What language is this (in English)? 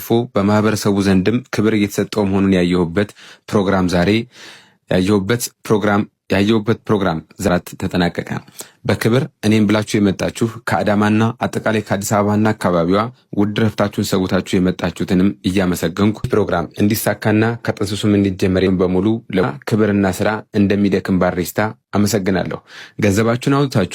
Amharic